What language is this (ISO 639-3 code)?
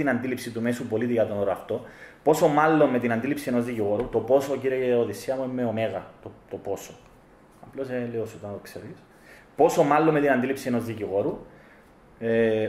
ell